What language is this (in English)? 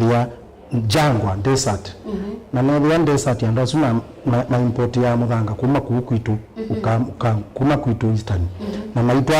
Kamba